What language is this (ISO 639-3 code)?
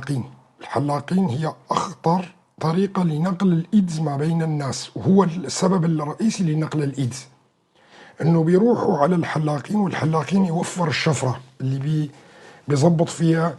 apc